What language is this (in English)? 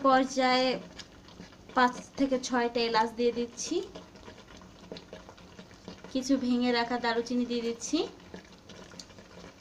Bangla